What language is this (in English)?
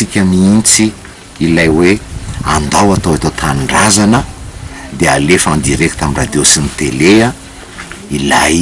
Malagasy